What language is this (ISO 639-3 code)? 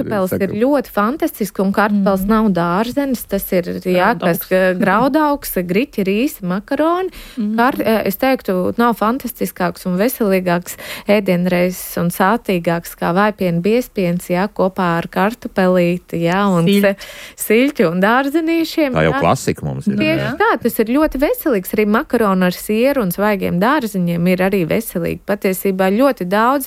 lav